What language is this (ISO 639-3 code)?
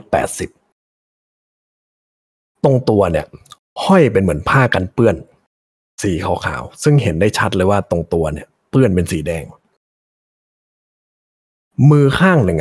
tha